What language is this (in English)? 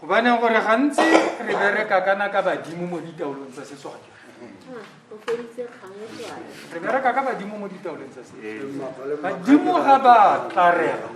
Tswana